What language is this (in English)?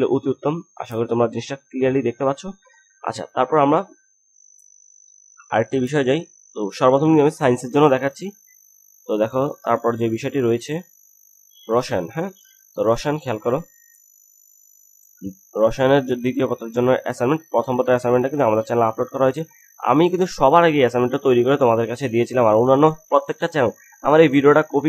Bangla